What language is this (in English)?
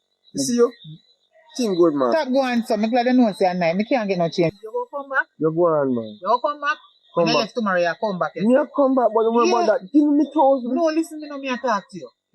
Jamaican Creole English